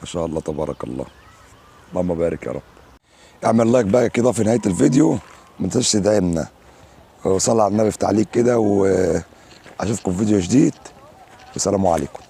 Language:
Egyptian Arabic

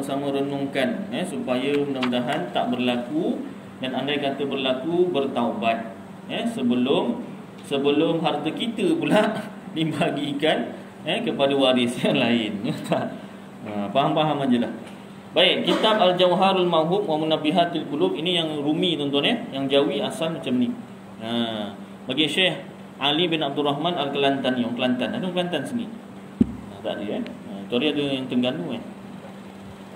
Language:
Malay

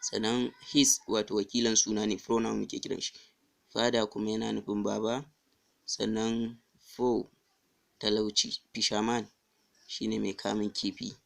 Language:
Hausa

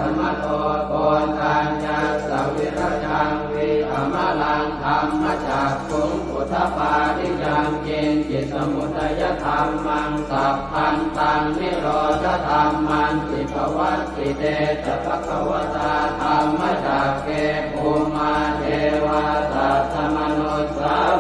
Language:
Pali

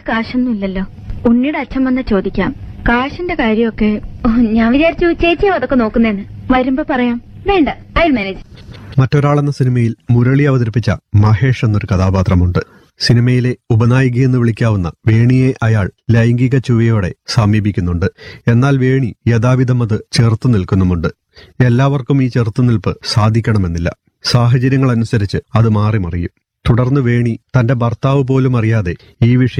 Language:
Malayalam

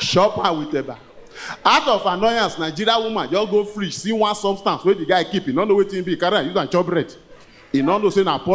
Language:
Nigerian Pidgin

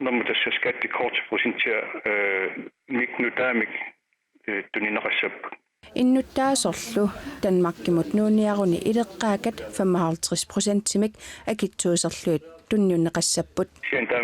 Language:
Kalaallisut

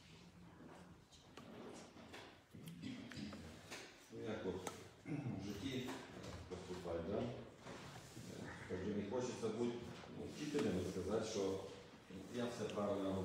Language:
Ukrainian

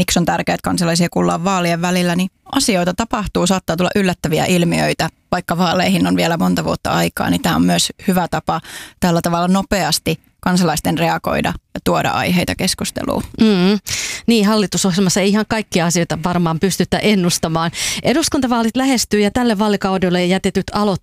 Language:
Finnish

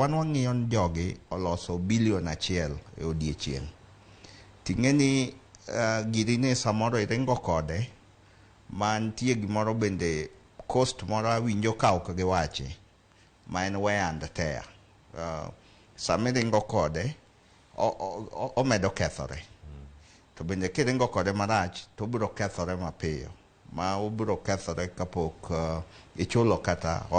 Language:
Luo (Kenya and Tanzania)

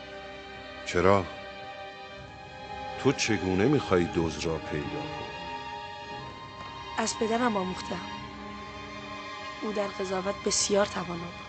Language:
Persian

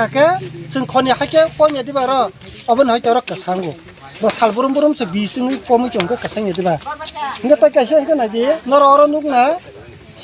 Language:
Kok Borok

